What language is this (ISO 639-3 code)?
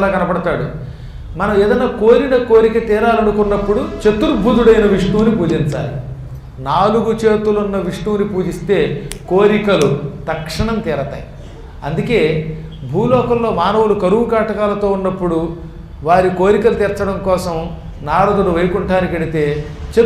tel